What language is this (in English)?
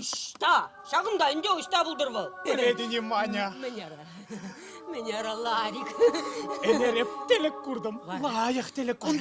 Chuvash